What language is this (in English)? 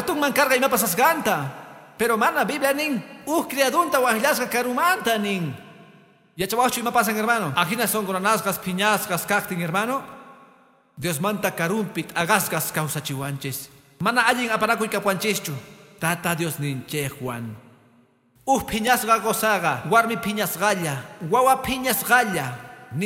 Quechua